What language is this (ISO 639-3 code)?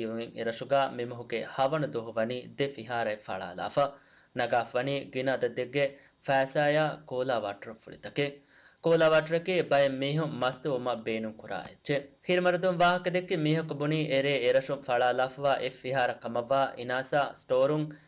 div